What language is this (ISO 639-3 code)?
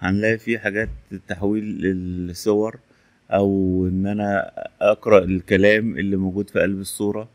arz